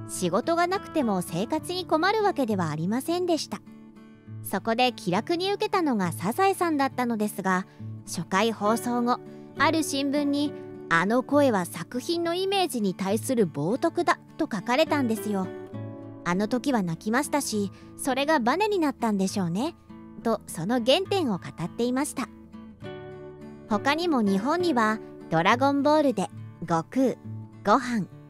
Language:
Japanese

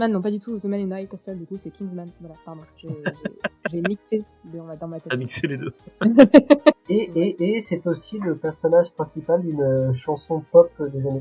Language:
French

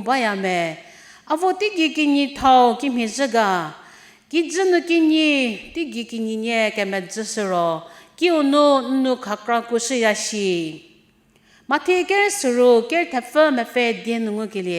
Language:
Angami Naga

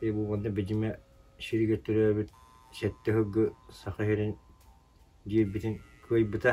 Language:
Yakut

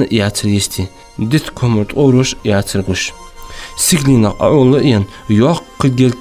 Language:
Ingush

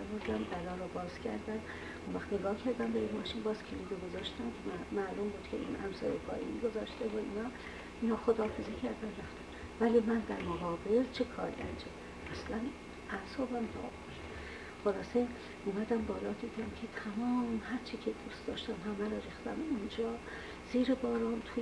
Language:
Persian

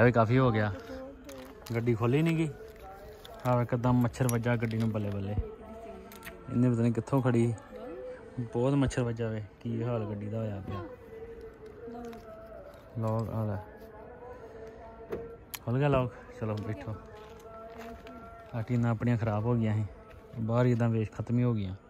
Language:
Punjabi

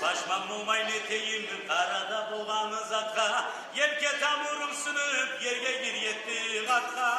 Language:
Kumyk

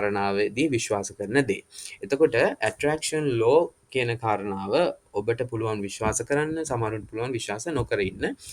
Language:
Sinhala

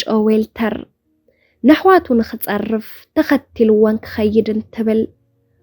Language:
Tigrinya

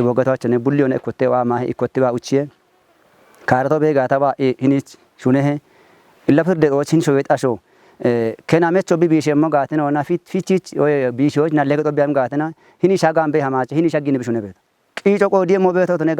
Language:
Kafa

